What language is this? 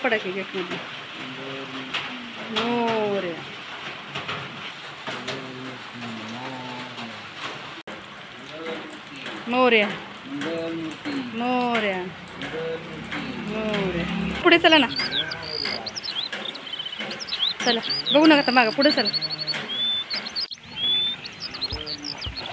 Marathi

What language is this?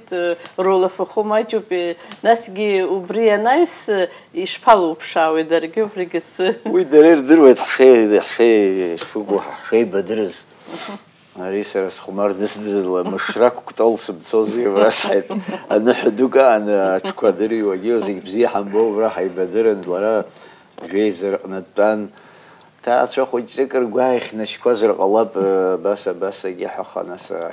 Abkhazian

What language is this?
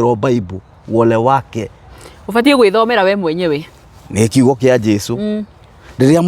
Kikuyu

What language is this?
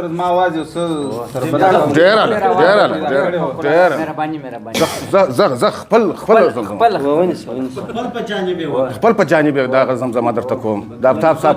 Pashto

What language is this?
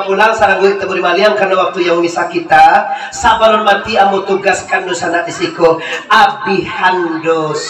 Minangkabau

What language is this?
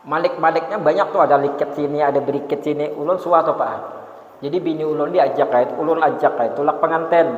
Banjar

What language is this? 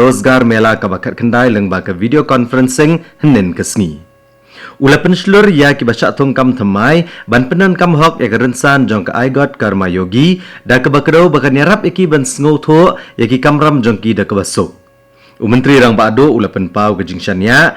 Khasi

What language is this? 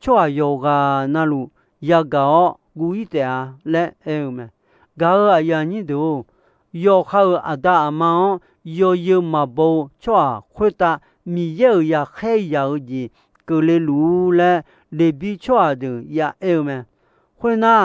Akha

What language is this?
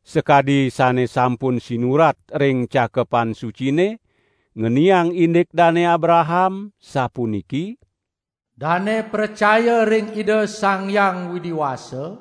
Balinese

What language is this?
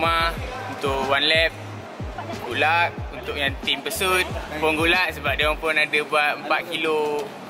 Malay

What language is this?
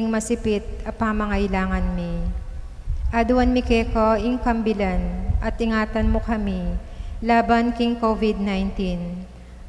Pampanga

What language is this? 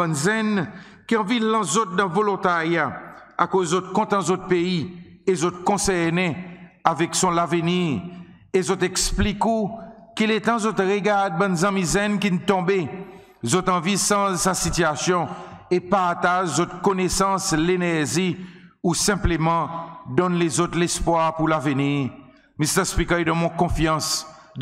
Seselwa Creole French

